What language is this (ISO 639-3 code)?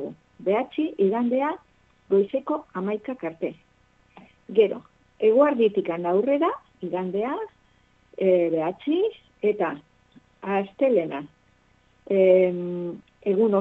eus